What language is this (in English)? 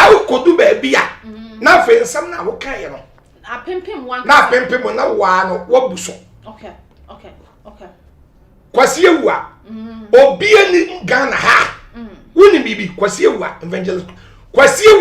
Akan